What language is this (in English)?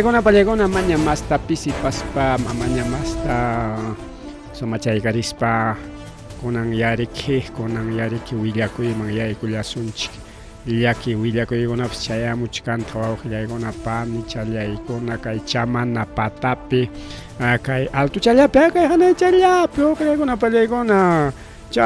Ayacucho Quechua